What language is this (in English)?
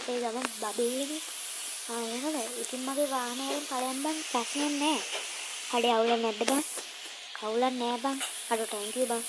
Sinhala